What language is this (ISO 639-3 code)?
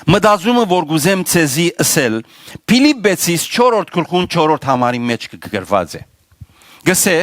hyw